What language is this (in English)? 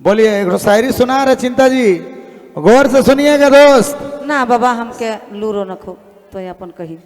Sadri